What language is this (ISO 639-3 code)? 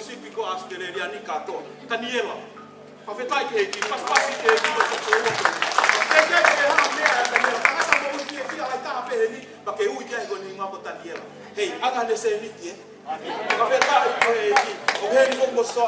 ton